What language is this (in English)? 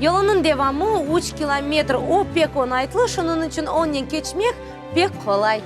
Crimean Tatar